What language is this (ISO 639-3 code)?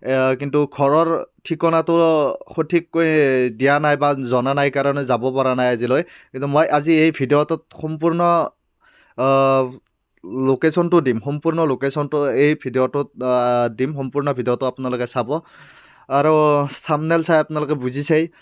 asm